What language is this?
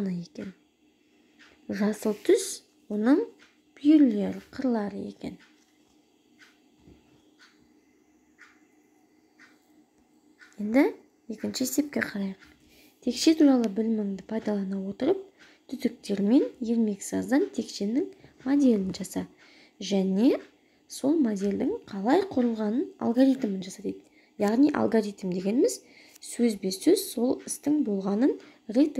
Kazakh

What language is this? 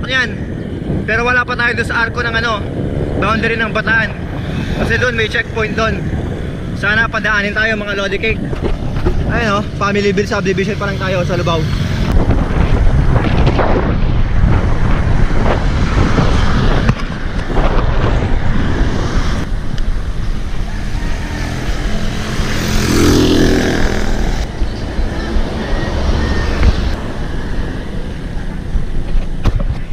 Filipino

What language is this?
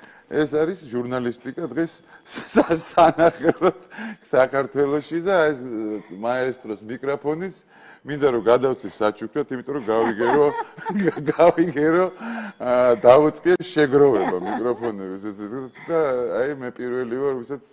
Georgian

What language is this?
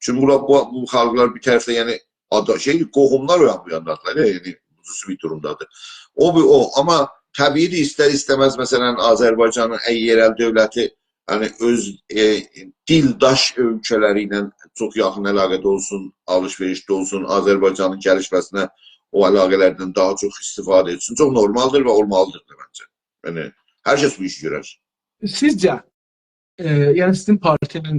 South Azerbaijani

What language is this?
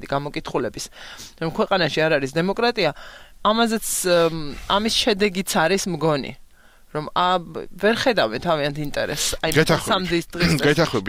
Georgian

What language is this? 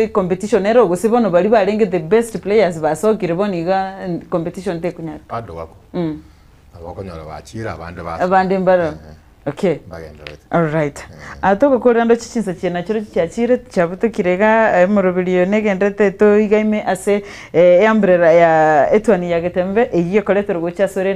Gusii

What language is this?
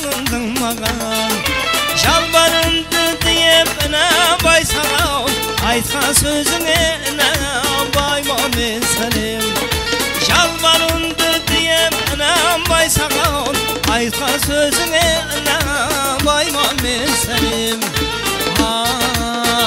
Kara-Kalpak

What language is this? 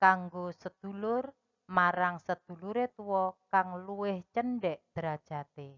Javanese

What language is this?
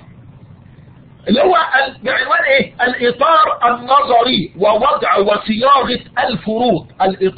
Egyptian Arabic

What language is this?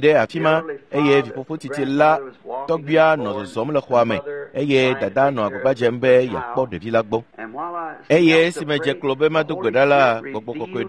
Ewe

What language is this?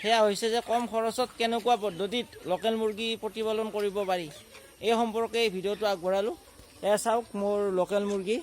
Assamese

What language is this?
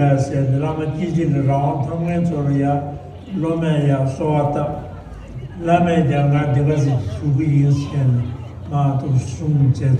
Tibetan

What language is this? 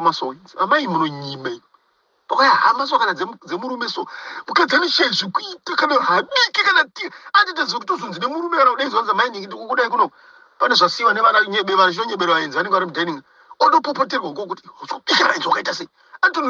Shona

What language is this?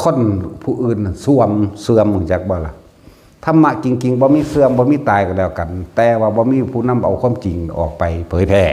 Northeastern Thai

